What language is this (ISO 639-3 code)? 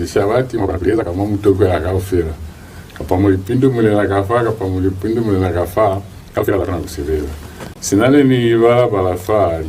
loz